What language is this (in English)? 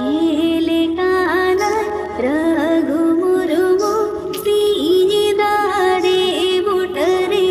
Santali